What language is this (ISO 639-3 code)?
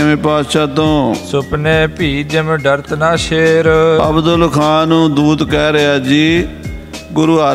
pan